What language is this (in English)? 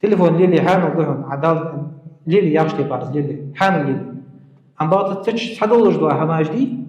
Ingush